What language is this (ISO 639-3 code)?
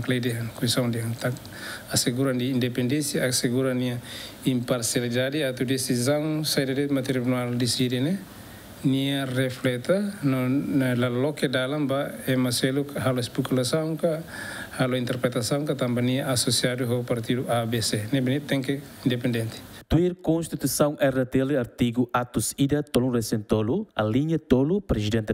tet